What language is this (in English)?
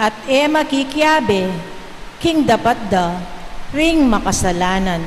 Pampanga